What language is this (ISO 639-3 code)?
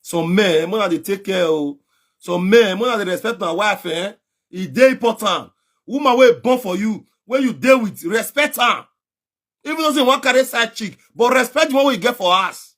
pcm